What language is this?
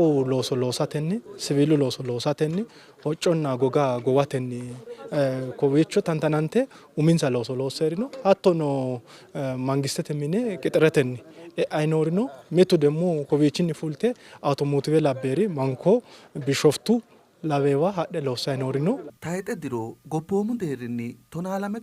Sidamo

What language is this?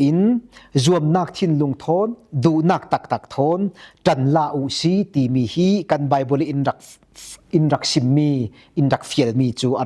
Falam Chin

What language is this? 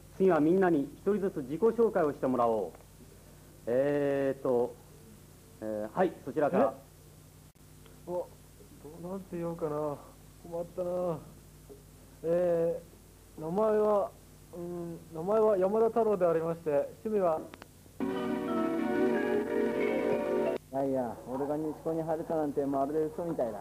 Japanese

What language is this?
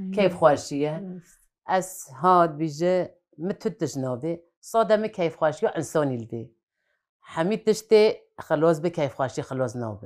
Kurdish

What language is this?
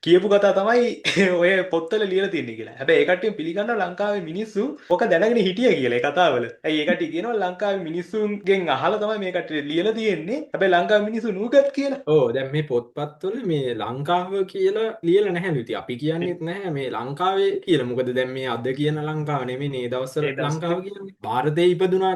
Sinhala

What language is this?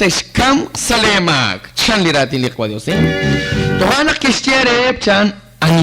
Kekchí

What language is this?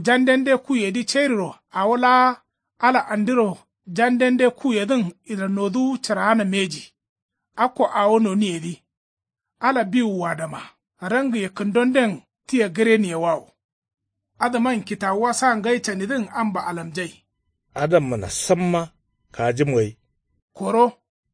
Kanuri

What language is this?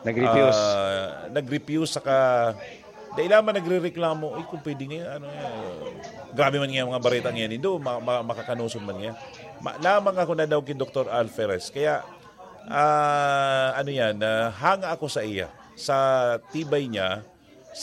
Bikol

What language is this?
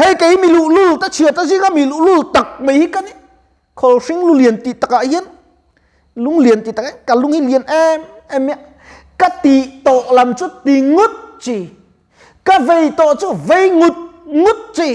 Mizo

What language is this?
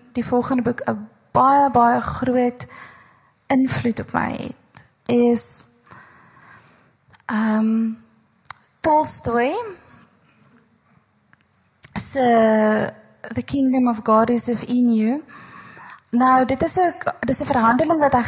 Afrikaans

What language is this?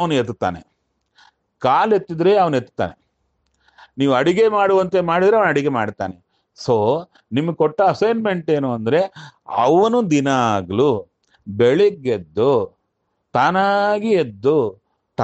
Kannada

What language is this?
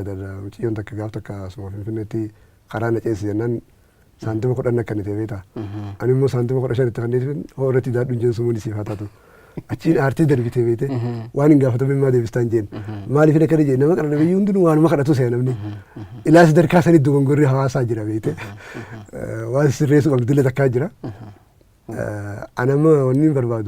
Oromo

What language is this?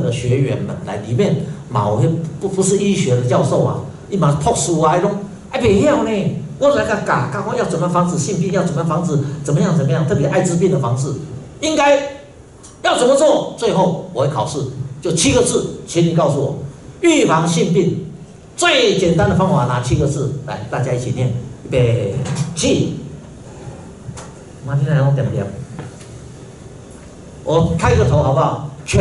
Chinese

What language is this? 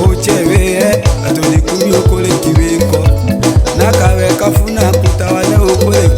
Tetela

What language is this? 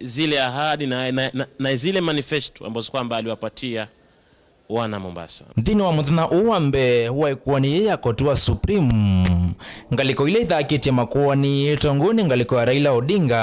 Kamba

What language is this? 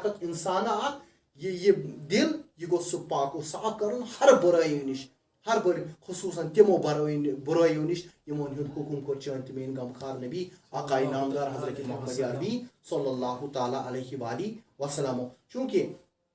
Kashmiri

